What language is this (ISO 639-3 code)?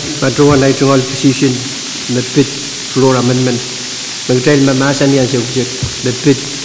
pon